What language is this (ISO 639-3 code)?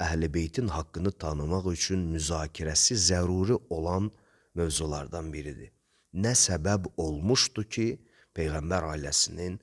aze